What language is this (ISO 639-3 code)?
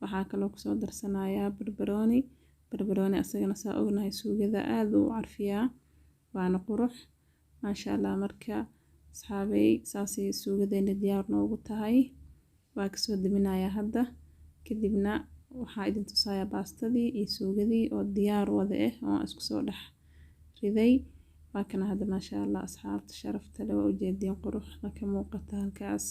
som